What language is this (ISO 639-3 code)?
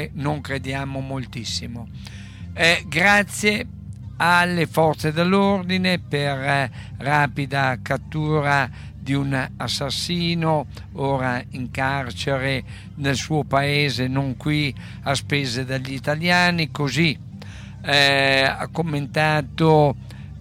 ita